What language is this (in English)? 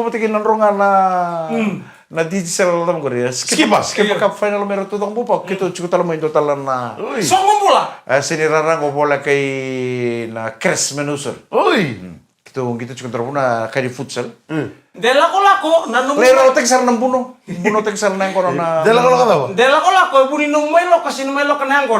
Fijian